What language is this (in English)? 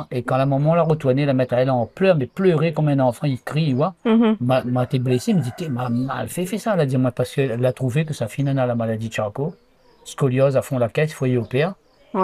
Réunion Creole French